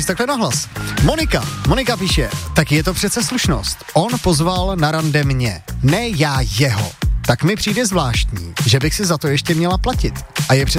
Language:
Czech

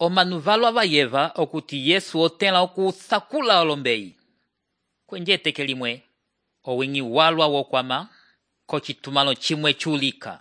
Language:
Umbundu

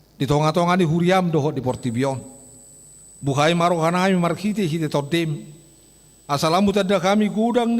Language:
Batak Toba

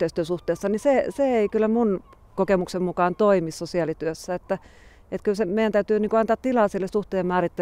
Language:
Finnish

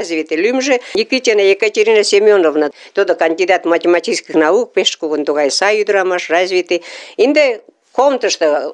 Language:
Mari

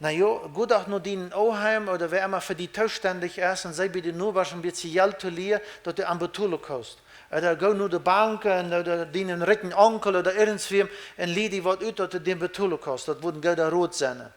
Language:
Plautdietsch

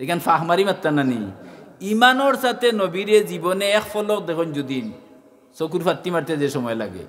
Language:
Sylheti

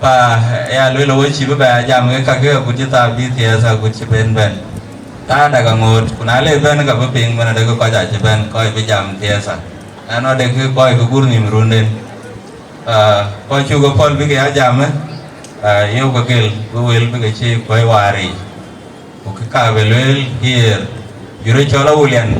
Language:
Dinka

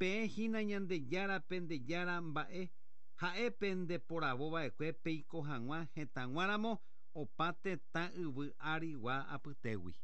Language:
Guarani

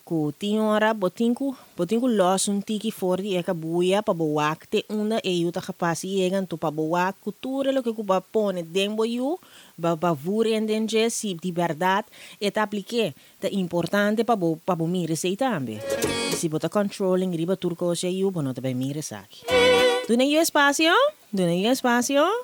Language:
Papiamento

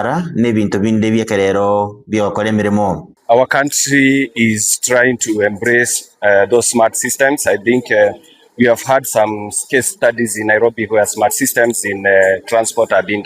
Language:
Gusii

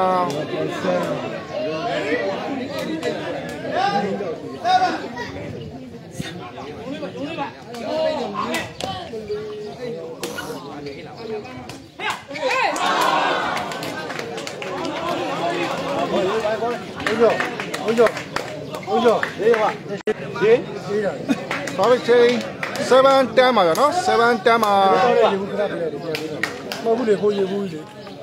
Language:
Burmese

